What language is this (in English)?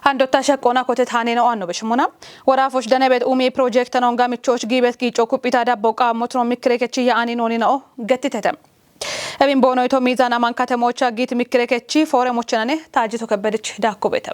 Kafa